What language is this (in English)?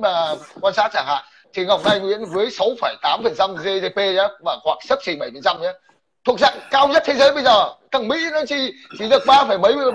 Vietnamese